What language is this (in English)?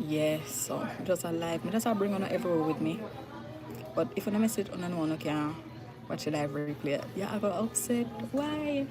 Jamaican Creole English